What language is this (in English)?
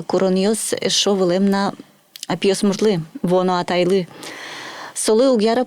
Udmurt